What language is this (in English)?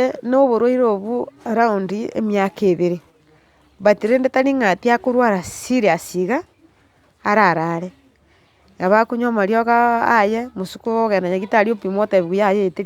Gusii